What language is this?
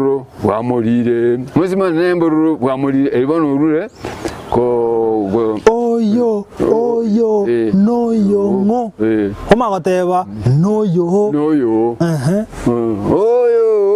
Gusii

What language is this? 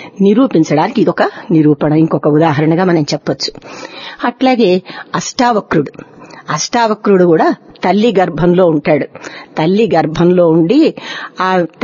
Telugu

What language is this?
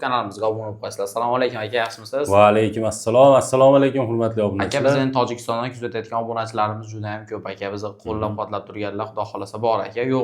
Uzbek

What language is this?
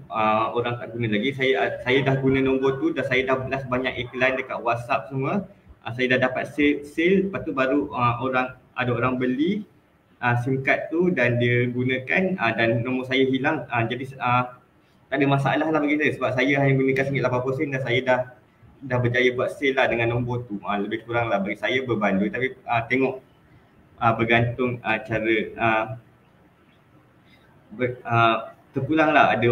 Malay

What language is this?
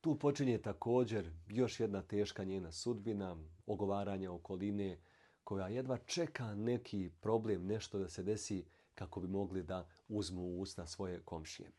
Bosnian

